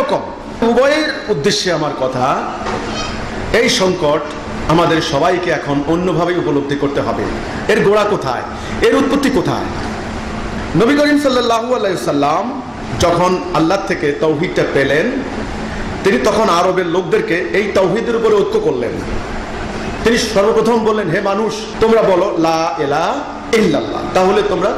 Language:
Bangla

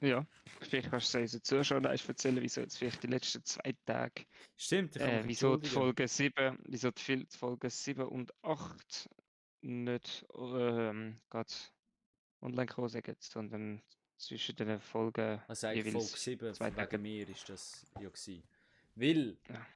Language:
Swiss German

